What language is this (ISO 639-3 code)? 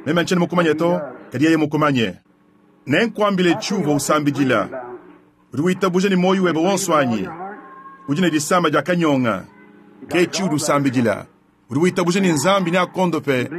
lua